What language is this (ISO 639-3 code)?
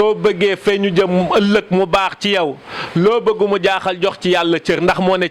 wol